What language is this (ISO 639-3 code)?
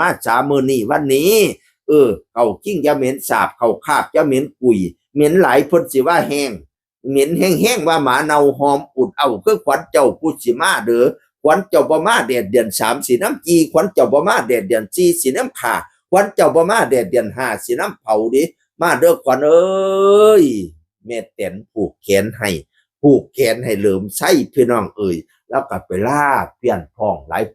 tts